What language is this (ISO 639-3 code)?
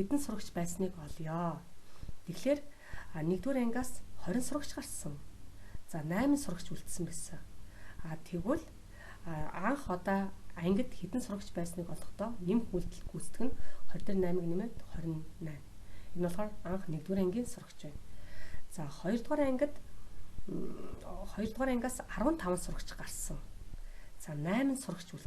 mon